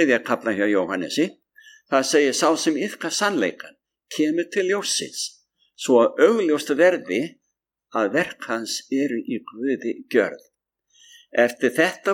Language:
Icelandic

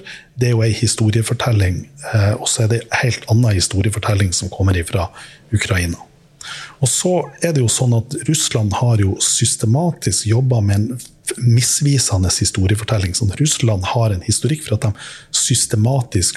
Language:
Norwegian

